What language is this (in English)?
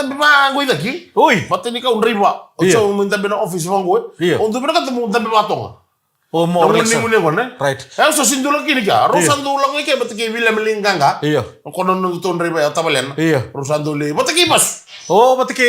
Fijian